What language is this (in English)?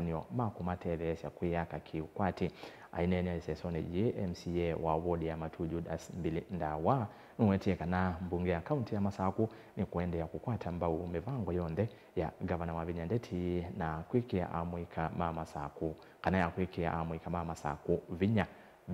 Kamba